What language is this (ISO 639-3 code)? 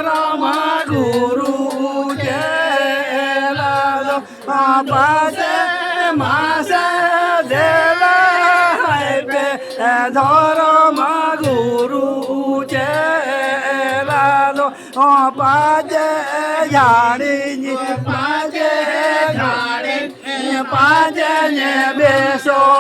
sat